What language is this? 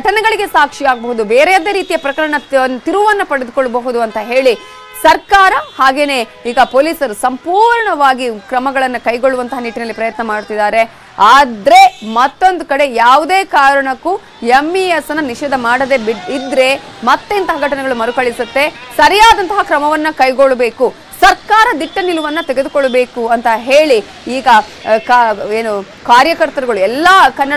Kannada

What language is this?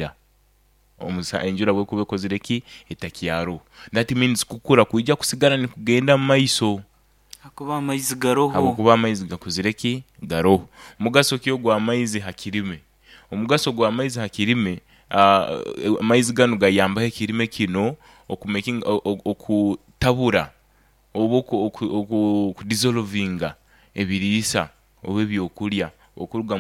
Nyoro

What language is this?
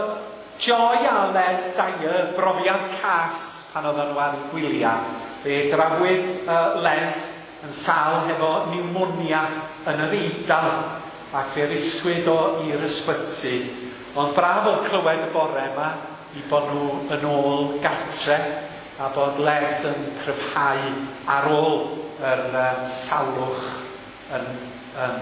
Welsh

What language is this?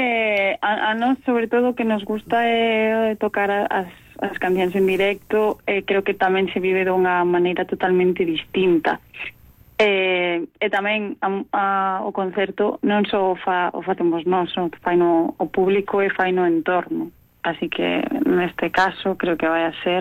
Galician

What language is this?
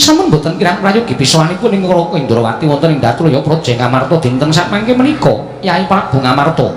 Javanese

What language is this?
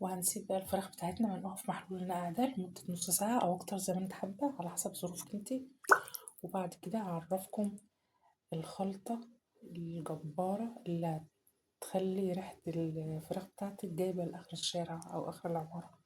Egyptian Arabic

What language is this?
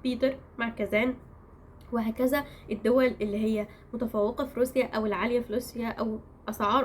Egyptian Arabic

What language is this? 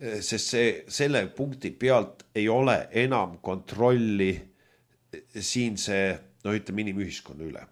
Estonian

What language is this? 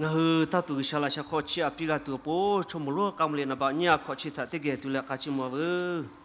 Lahu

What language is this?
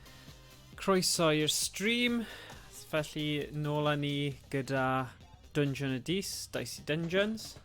Welsh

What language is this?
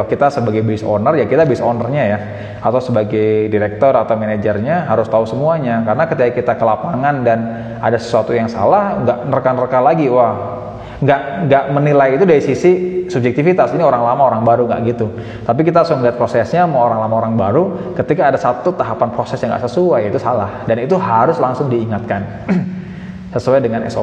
Indonesian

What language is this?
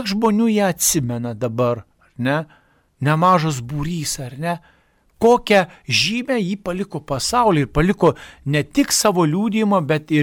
Lithuanian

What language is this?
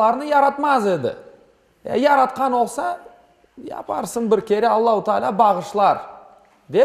Crimean Tatar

